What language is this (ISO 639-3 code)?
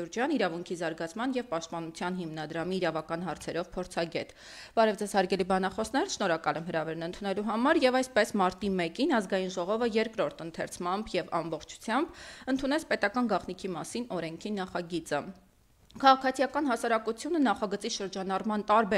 hye